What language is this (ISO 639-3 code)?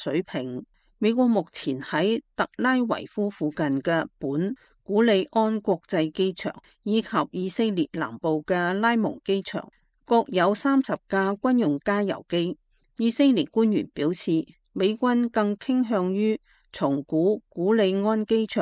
yue